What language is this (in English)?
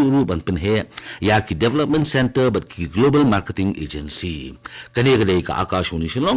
Khasi